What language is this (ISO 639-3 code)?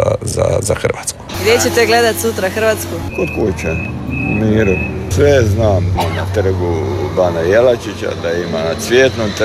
hrv